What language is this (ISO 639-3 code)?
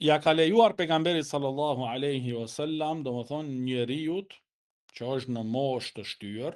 sqi